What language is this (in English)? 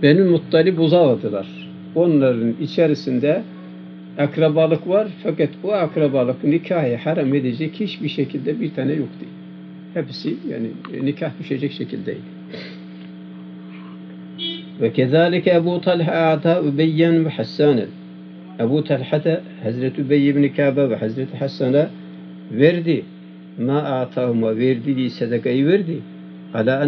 Turkish